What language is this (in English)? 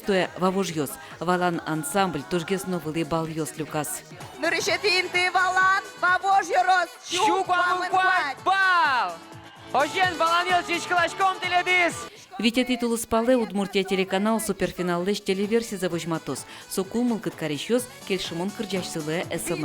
Udmurt